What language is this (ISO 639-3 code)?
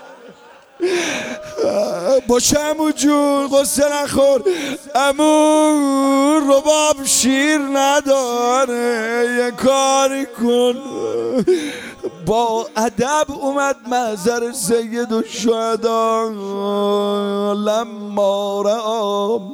fas